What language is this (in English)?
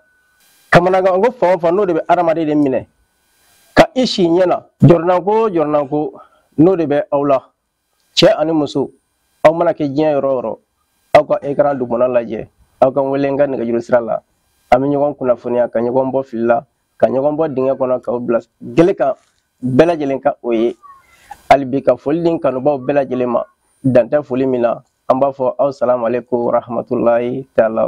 Bambara